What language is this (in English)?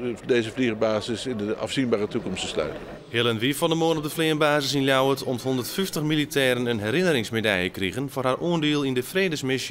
Western Frisian